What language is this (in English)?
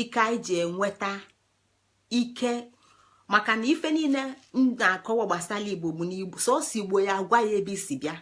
Igbo